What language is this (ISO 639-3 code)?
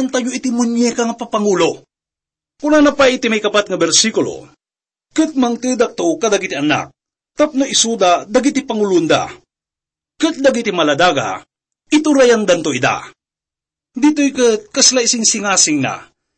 ilo